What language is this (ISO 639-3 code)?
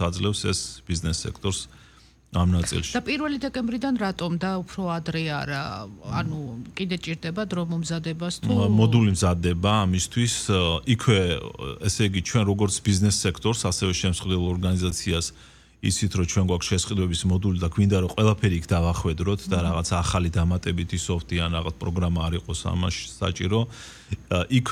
kat